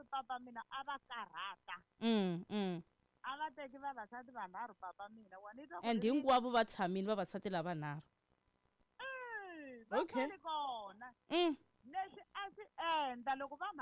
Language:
Tsonga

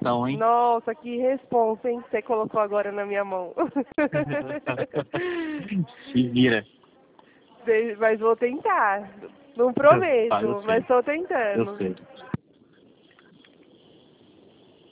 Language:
Portuguese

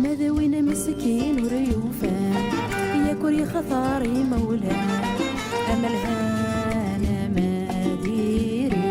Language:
Kabyle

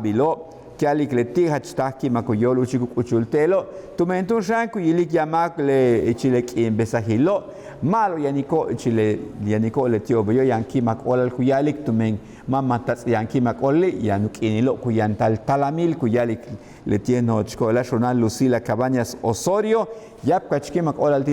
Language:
Yucateco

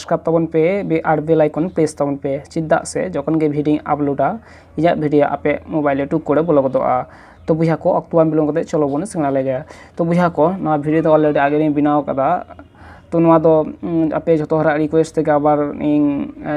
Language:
Santali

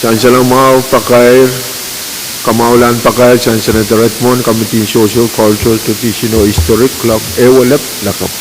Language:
Pohnpeian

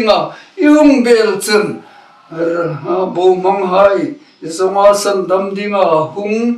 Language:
Hmar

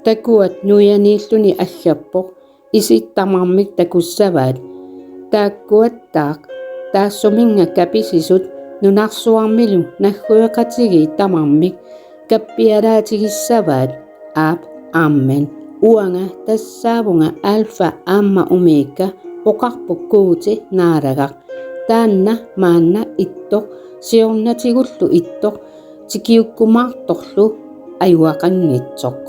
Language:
Kalaallisut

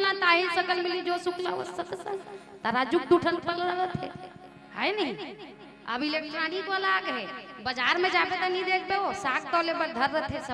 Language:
Chhattisgarhi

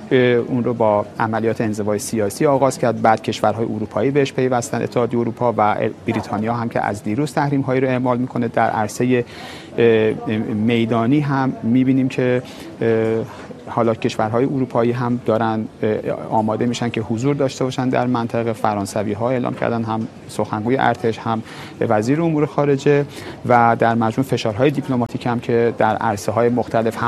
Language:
Persian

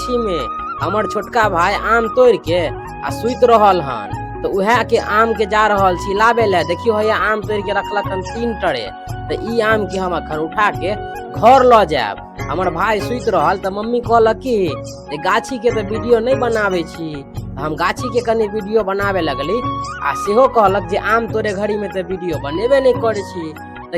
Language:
Maithili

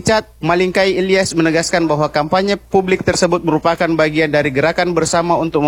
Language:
Indonesian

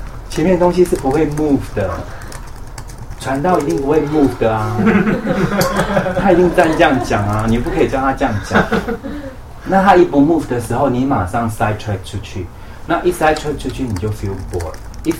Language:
Chinese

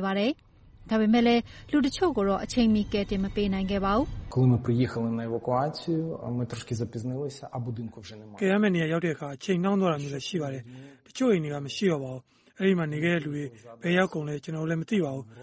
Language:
Burmese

